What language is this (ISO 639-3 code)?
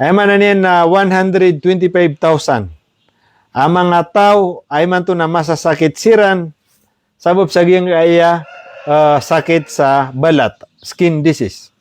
mrw